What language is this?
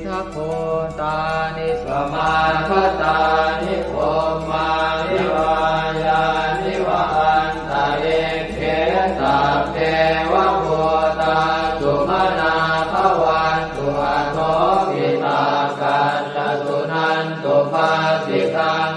Pali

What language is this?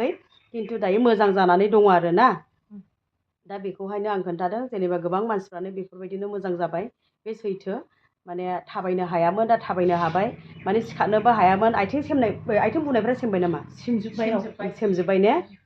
Bodo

